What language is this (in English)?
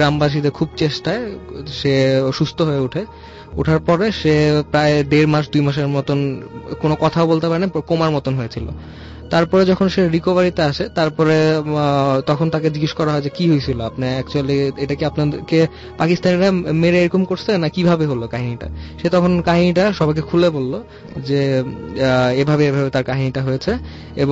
Bangla